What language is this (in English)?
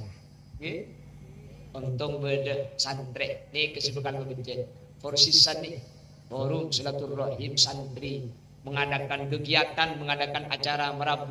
Madurese